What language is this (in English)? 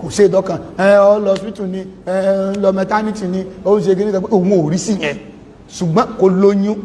Yoruba